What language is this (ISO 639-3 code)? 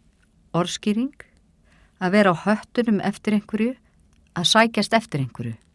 isl